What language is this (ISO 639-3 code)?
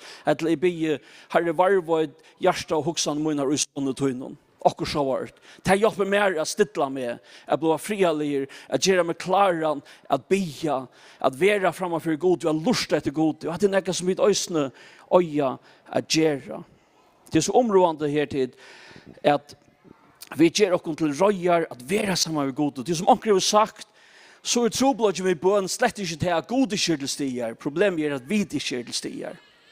fao